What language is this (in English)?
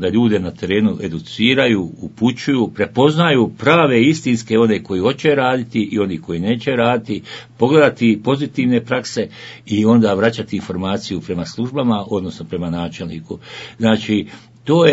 Bosnian